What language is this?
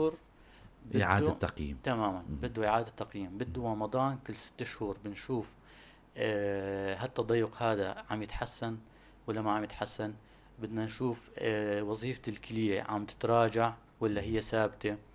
North Levantine Arabic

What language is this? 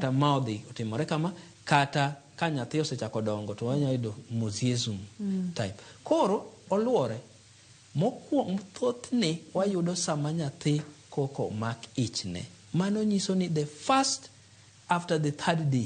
Luo (Kenya and Tanzania)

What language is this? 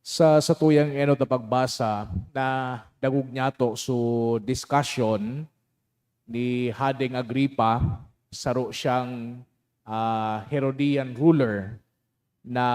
Bikol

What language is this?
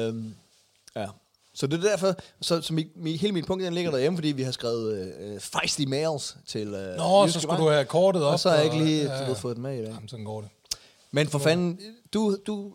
Danish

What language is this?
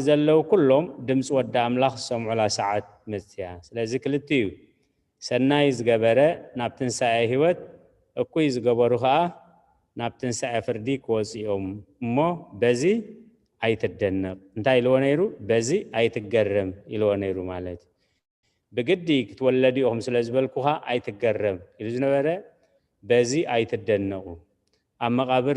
Tigrinya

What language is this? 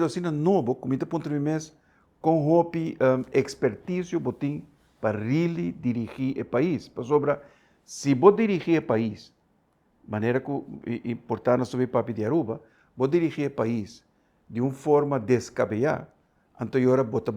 Papiamento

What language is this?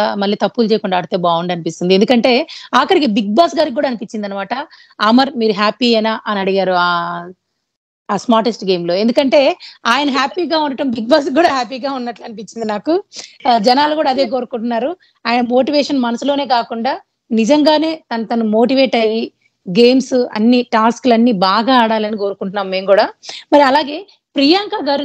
Telugu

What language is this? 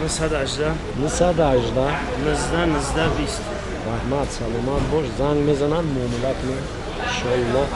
Tajik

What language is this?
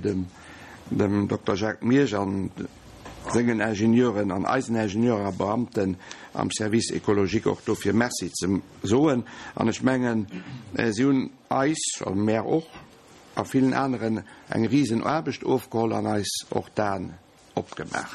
Luxembourgish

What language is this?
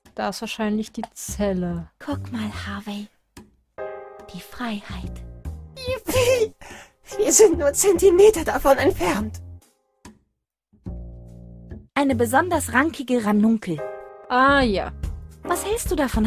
German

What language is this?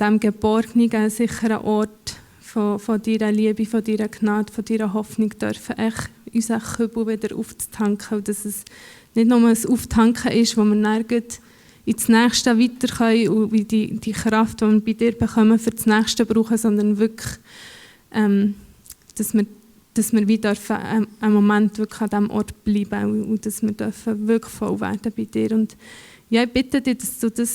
Swiss German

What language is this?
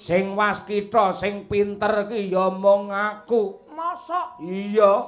Javanese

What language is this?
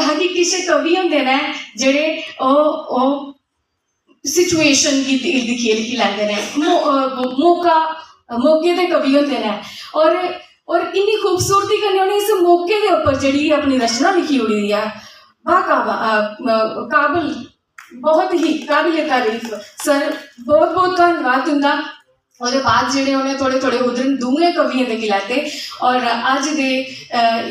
Dogri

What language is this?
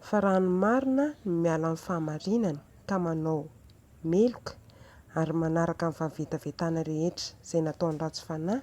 Malagasy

